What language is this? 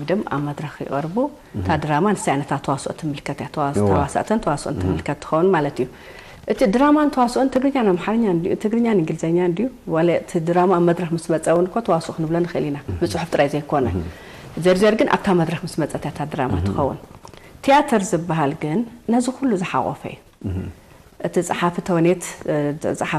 Tigrinya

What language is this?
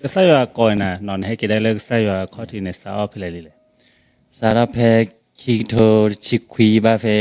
S'gaw Karen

